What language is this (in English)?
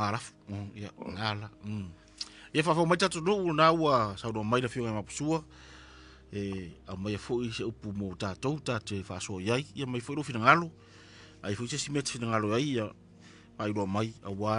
Samoan